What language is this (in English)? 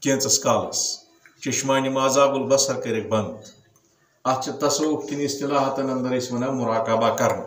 Kashmiri